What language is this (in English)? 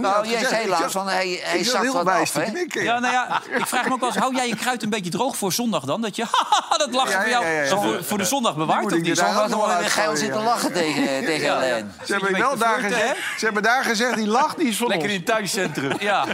Dutch